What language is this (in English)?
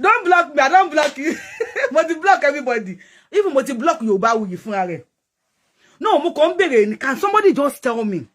Yoruba